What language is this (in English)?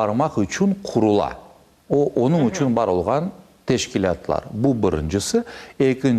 Crimean Tatar